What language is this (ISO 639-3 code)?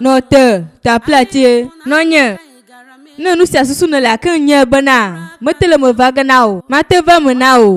ewe